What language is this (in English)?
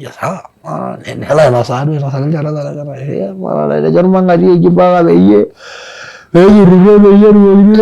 Masai